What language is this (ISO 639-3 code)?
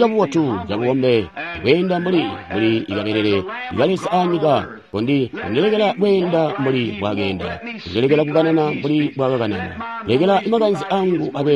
toi